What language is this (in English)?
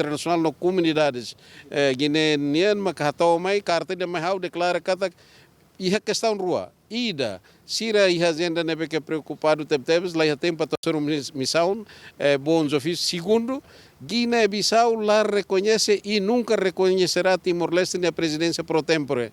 Tetum